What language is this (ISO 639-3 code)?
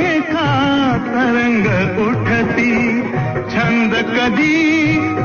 mar